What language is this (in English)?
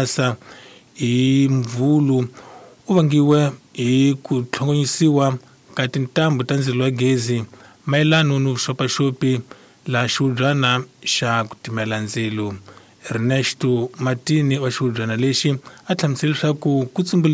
Tsonga